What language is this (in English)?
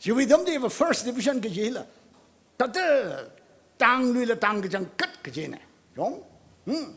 Tangkhul Naga (India)